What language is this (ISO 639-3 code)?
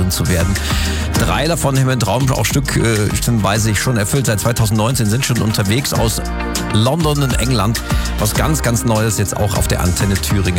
deu